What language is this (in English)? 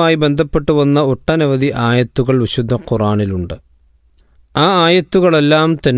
Malayalam